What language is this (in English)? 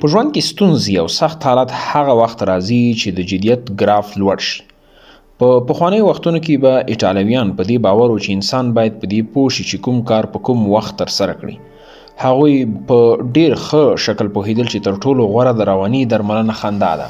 Pashto